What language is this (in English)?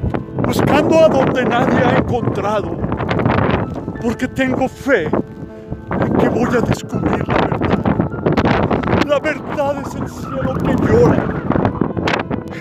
Spanish